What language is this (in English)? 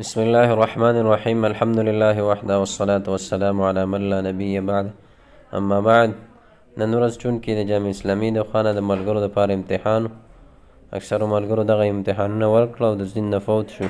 Pashto